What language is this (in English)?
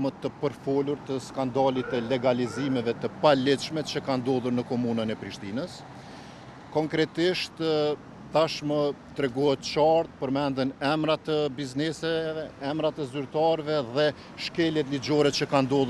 Albanian